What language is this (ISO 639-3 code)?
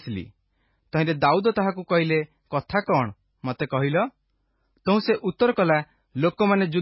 ori